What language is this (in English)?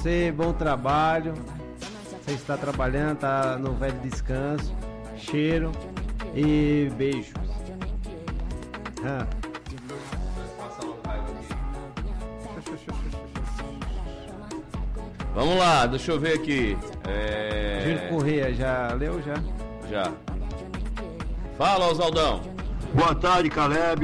Portuguese